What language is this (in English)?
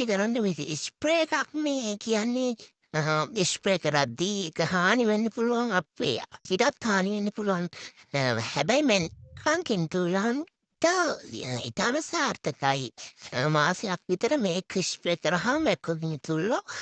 Sinhala